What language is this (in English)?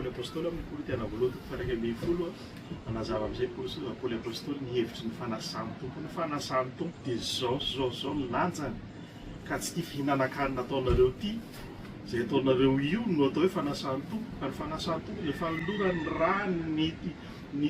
Malagasy